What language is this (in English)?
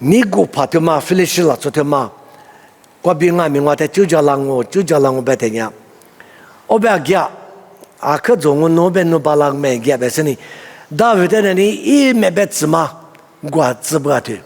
Lisu